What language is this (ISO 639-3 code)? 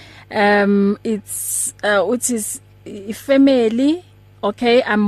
eng